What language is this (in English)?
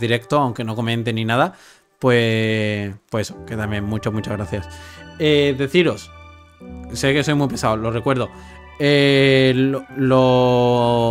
Spanish